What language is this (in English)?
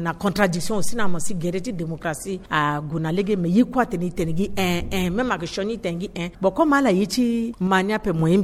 Sango